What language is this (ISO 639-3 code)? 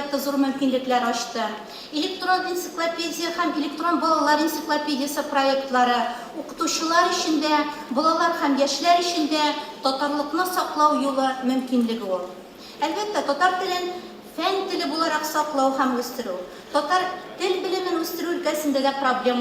tat